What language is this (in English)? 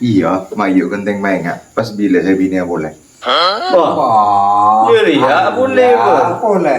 Madurese